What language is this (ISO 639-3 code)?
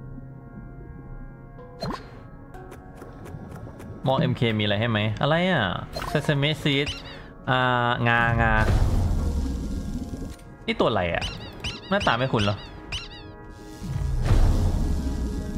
tha